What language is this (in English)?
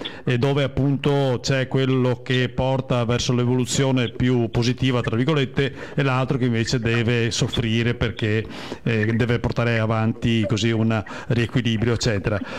Italian